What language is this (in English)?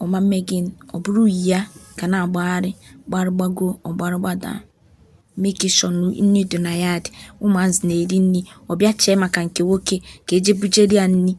Igbo